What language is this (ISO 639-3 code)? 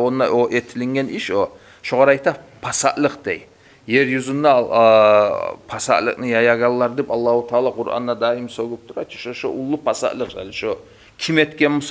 kum